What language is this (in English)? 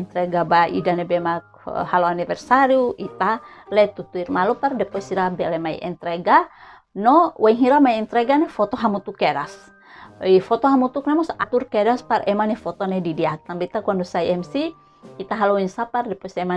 Tetum